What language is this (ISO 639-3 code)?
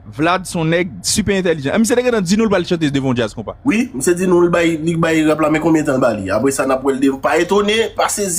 hat